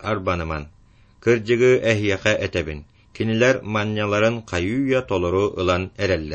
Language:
Yakut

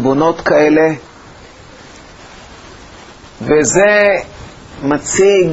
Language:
Hebrew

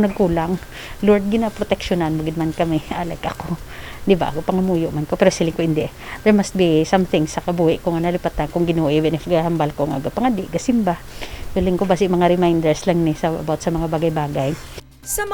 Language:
Hiligaynon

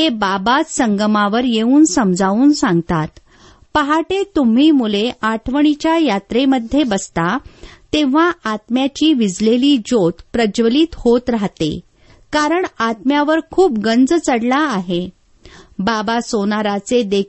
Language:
Marathi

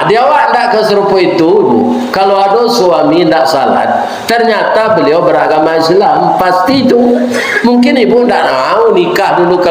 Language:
Minangkabau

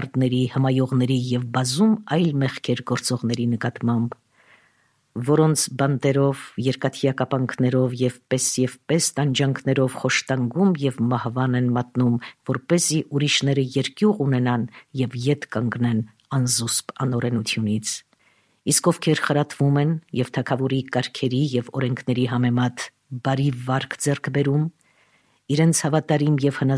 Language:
Armenian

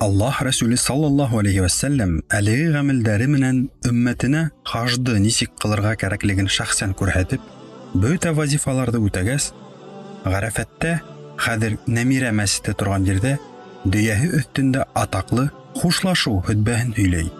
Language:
Bashkir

